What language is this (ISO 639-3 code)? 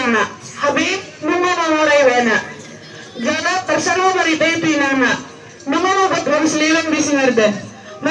bbc